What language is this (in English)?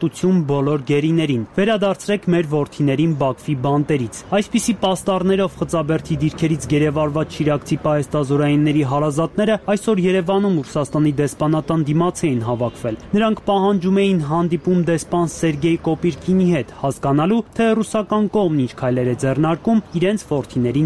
Armenian